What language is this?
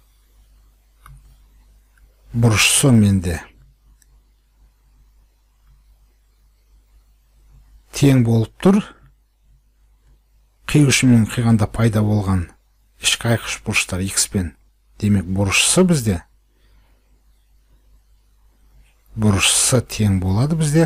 Kazakh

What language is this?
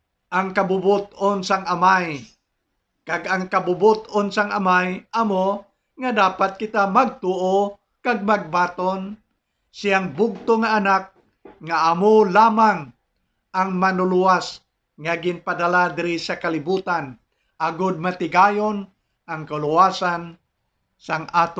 Hiligaynon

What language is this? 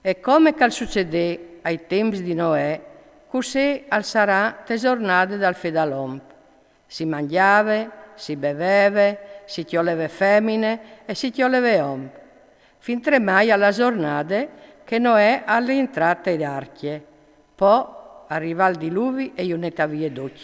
Friulian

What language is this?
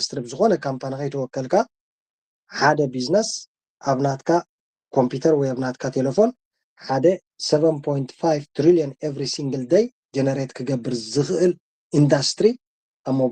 Tigrinya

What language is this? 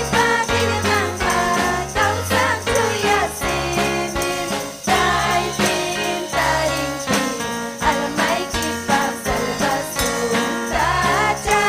Ayacucho Quechua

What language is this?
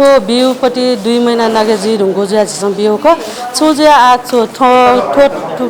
Newari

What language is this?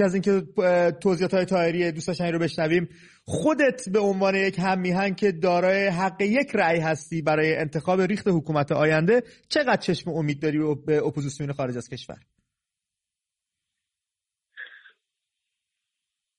Persian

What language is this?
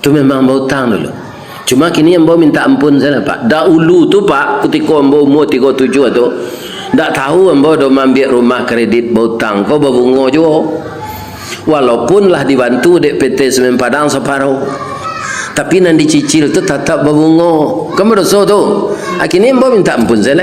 Minangkabau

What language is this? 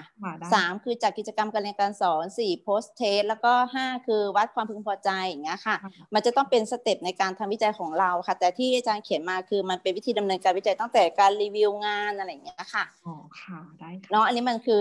Thai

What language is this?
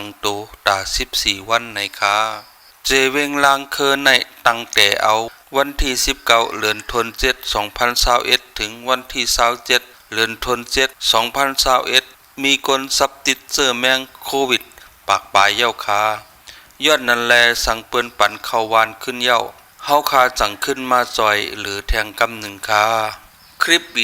Shan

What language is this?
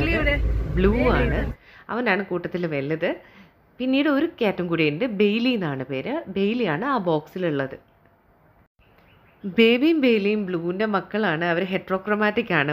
Malayalam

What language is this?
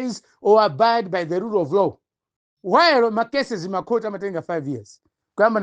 Nyanja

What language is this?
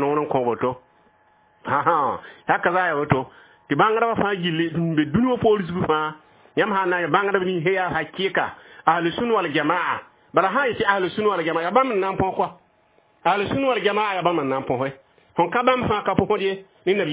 Mossi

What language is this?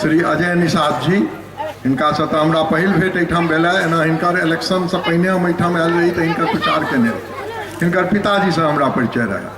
Maithili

